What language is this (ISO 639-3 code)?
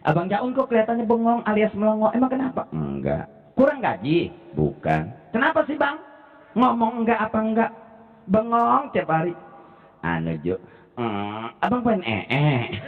bew